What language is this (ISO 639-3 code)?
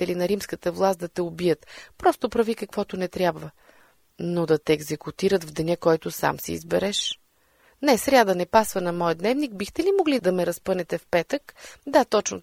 bul